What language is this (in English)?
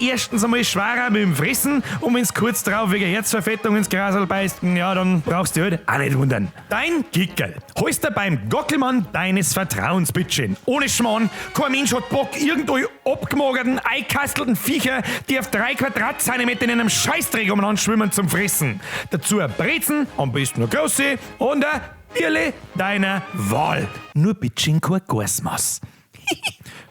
Bavarian